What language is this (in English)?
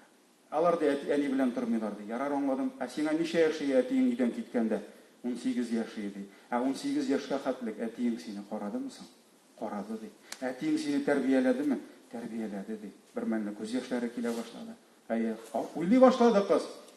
Tatar